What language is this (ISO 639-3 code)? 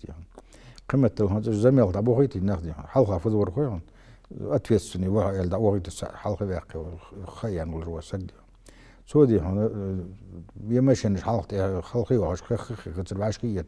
inh